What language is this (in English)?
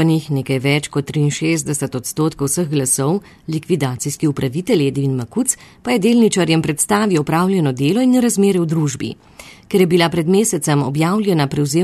Slovenian